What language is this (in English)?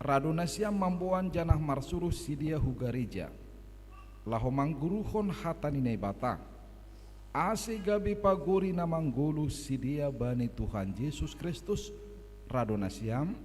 Batak Simalungun